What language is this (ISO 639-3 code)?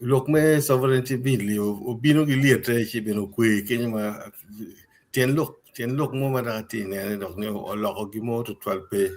ach